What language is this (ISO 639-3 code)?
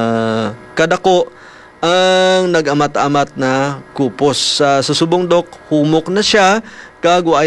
hil